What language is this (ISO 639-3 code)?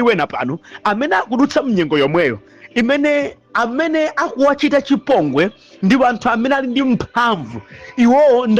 nya